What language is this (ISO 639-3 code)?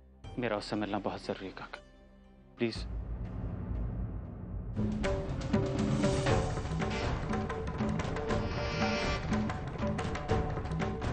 hin